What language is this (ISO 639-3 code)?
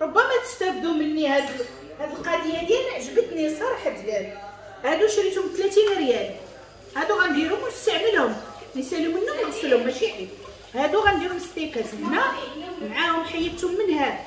ary